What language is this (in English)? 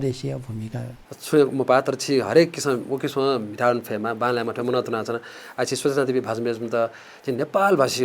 Newari